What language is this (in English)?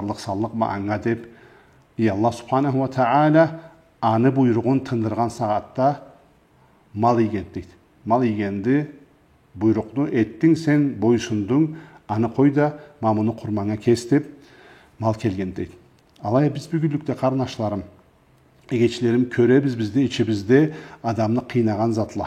Karachay-Balkar